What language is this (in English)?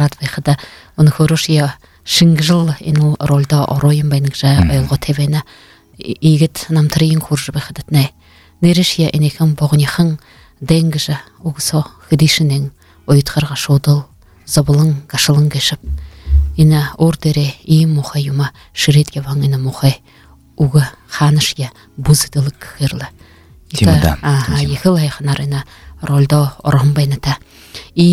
Buriat